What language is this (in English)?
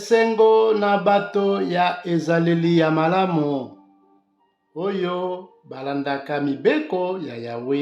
Lingala